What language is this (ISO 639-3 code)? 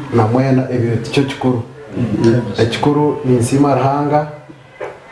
nyn